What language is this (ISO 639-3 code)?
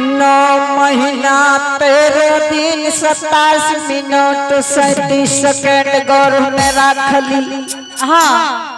anp